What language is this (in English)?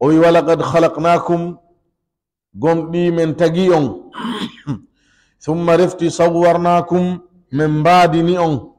Fula